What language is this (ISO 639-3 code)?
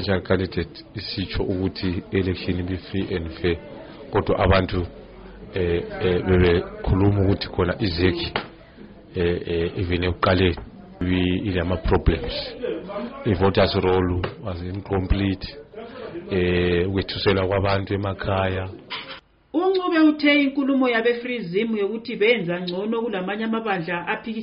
nde